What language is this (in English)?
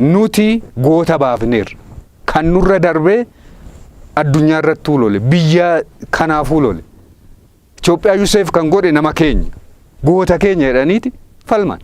Oromo